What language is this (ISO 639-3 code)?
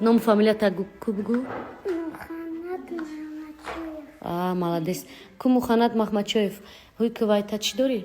tgk